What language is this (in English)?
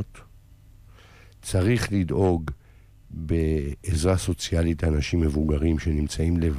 Hebrew